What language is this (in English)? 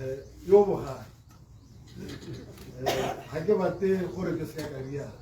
Tswana